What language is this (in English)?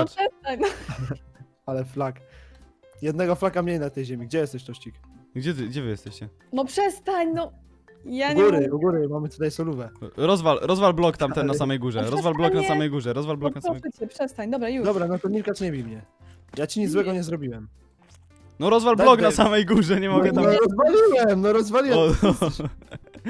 Polish